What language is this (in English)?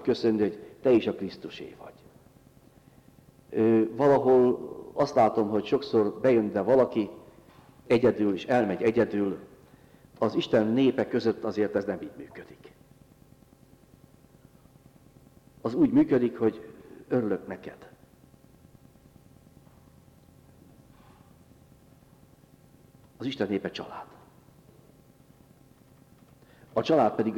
Hungarian